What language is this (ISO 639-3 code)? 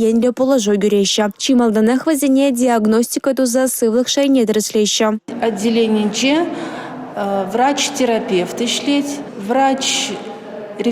chv